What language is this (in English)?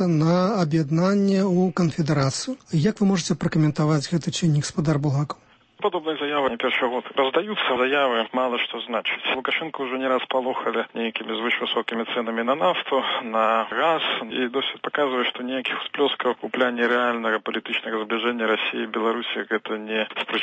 Belarusian